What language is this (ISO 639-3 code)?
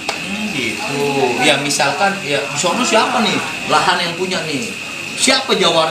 bew